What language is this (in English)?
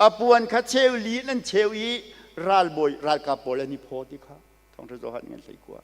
Hakha Chin